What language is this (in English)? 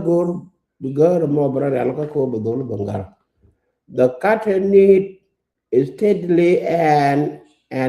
Nuer